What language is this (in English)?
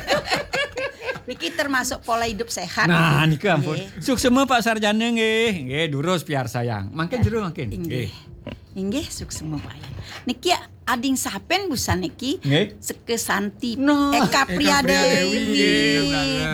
Balinese